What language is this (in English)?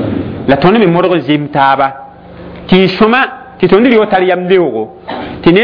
Mossi